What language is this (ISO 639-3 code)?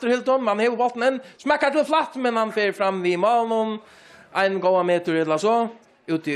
fao